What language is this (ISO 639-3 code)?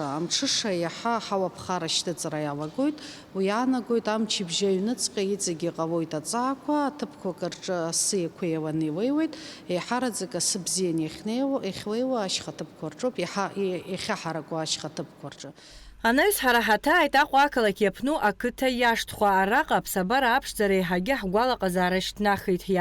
abk